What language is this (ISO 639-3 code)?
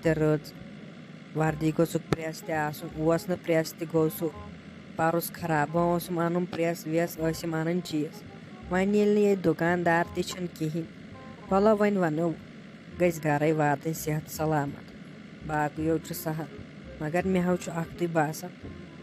kas